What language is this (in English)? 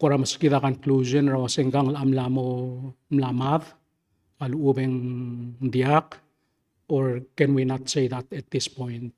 Palauan